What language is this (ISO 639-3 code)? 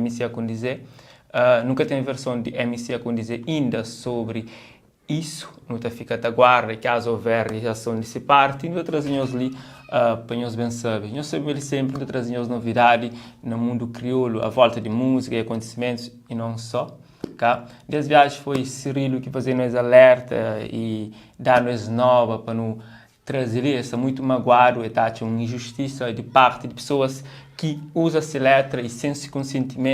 kea